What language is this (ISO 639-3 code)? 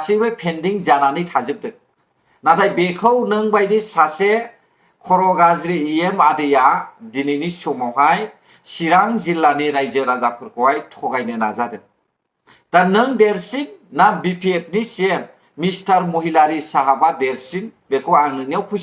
brx